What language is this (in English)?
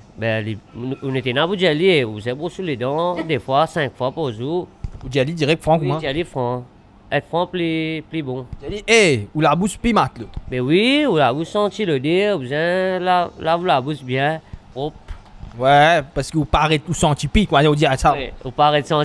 Morisyen